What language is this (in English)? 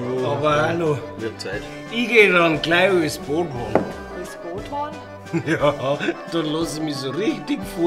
Bavarian